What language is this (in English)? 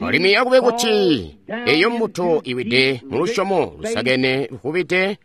Tonga (Zambia)